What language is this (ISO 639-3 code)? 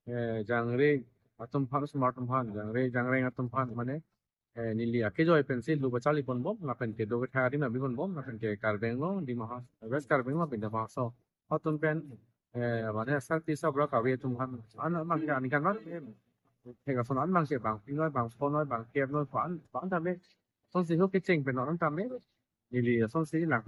mjw